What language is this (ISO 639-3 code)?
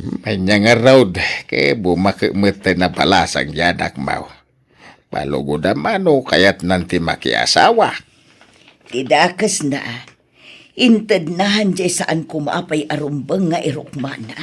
ilo